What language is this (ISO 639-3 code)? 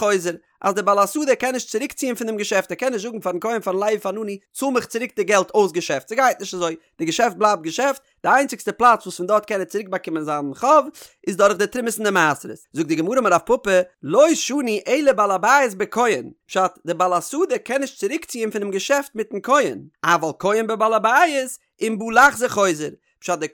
yid